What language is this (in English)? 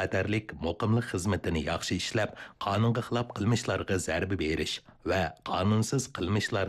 Uyghur